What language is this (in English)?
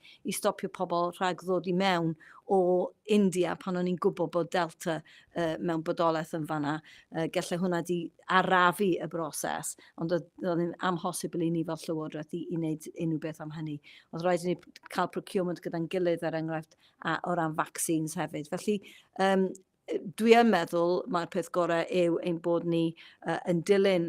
Welsh